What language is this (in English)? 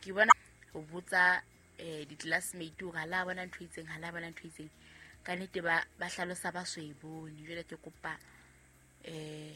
Southern Sotho